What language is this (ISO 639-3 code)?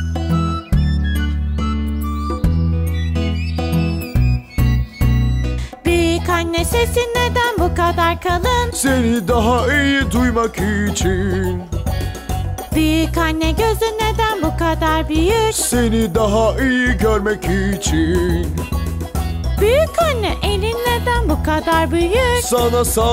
tur